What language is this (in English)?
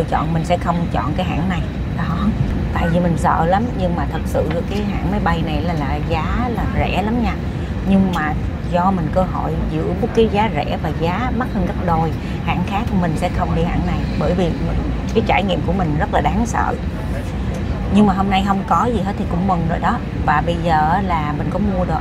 Vietnamese